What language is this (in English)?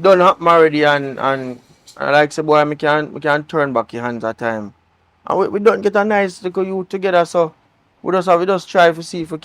Jamaican Creole English